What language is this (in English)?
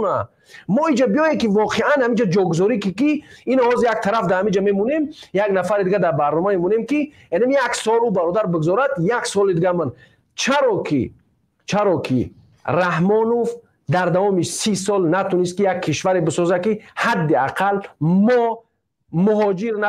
Tajik